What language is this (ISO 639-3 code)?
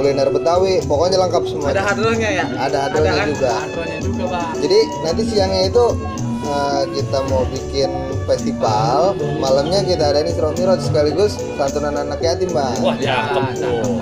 bew